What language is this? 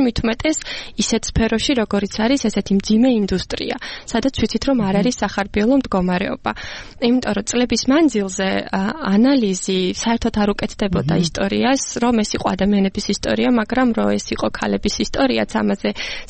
Georgian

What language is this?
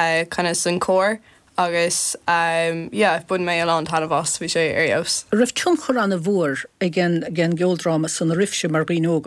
Irish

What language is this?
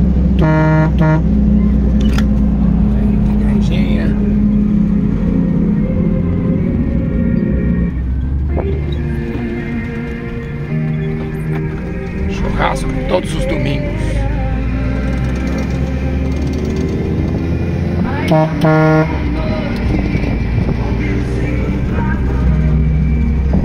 Portuguese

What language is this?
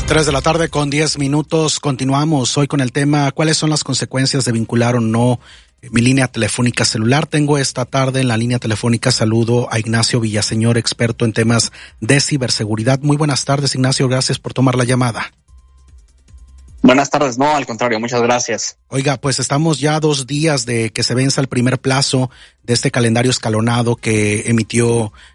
Spanish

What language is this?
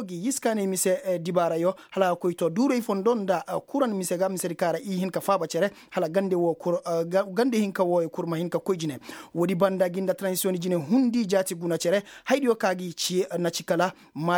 Koyraboro Senni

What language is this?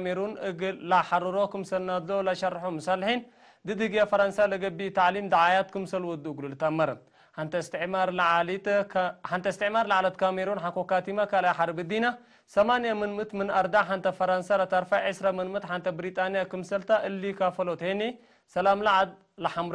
Tigre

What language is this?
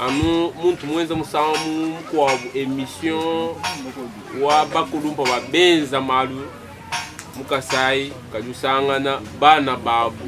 Luba-Lulua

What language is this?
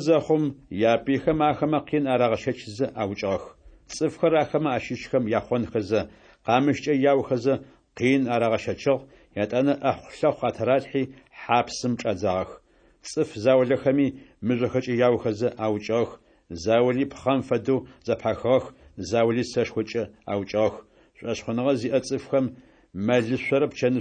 Adyghe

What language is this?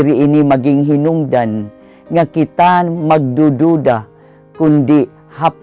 Waray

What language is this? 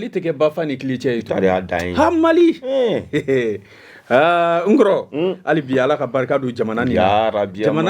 Bambara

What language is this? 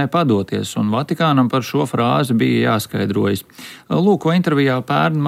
Latvian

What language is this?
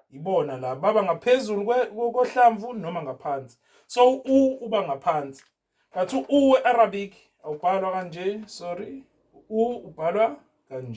Zulu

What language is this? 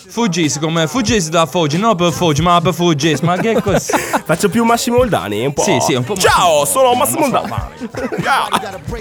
Italian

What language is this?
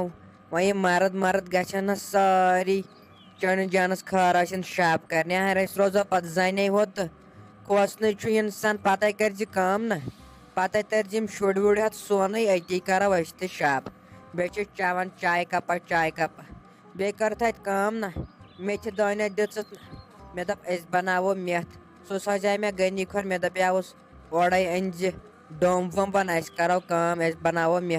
Kashmiri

